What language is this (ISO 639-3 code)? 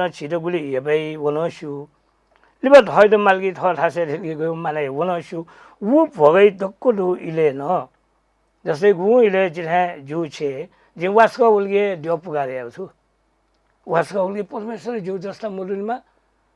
new